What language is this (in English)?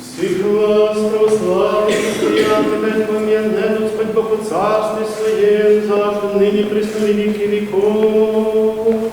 Rusyn